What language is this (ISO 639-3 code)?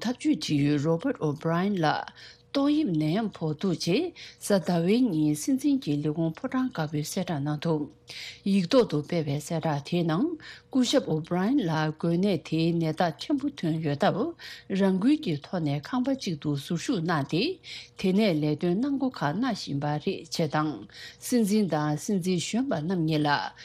bod